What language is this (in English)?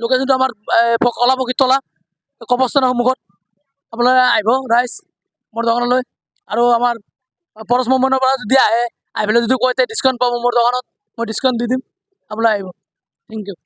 Assamese